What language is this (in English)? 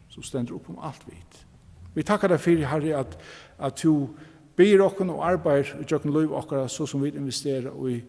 Faroese